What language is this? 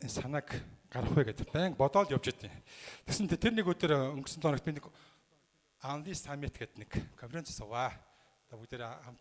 Mongolian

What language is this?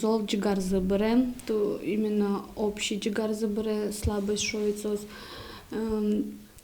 Udmurt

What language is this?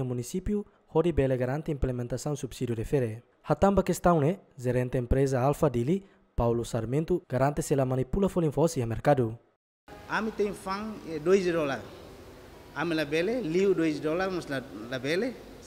Tetum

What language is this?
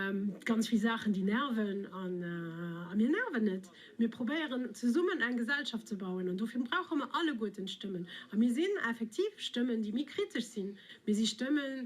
Luxembourgish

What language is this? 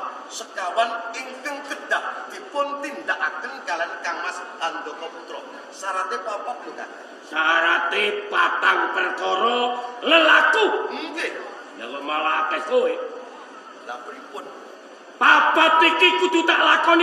Javanese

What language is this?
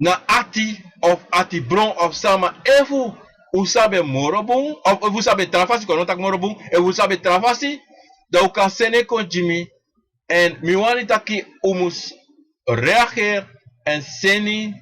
Sranan Tongo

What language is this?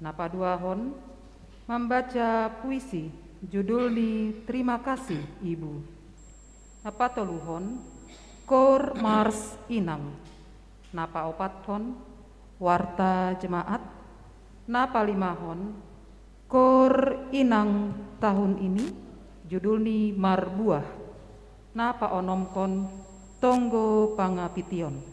Batak Simalungun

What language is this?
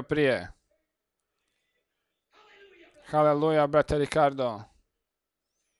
Croatian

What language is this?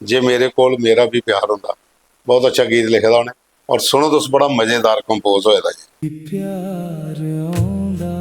Dogri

